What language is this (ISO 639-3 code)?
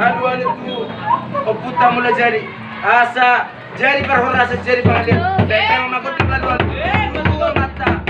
bbc